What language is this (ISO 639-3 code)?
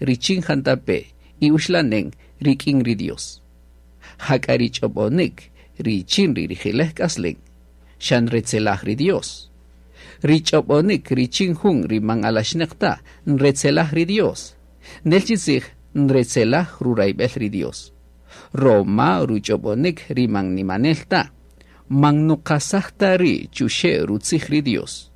cak